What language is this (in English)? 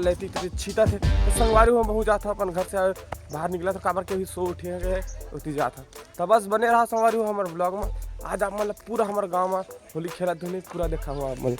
Chhattisgarhi